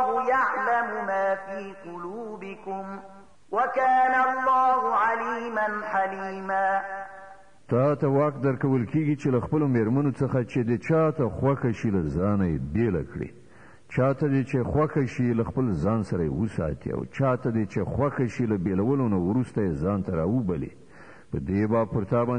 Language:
Pashto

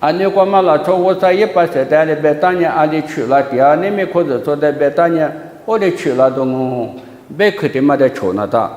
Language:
Lisu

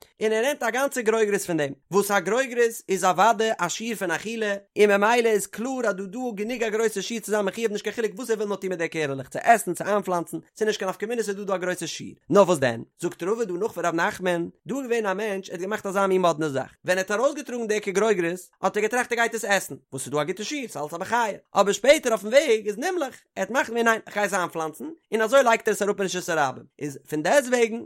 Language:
Yiddish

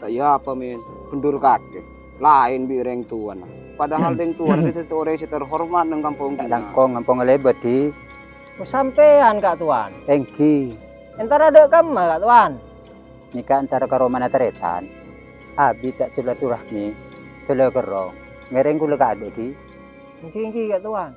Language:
Madurese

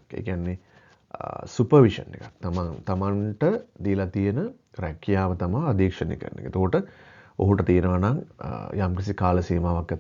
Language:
Sinhala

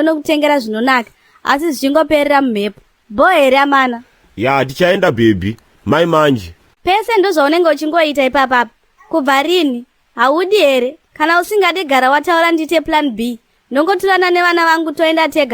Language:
Shona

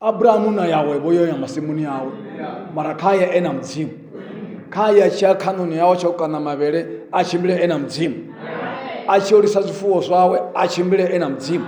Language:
Venda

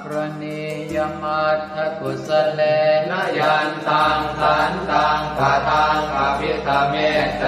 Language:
Pali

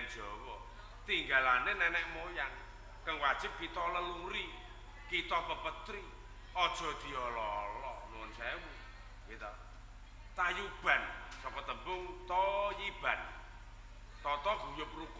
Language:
Javanese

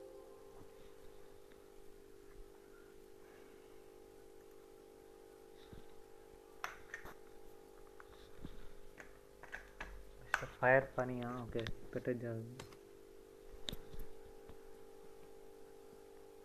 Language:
Telugu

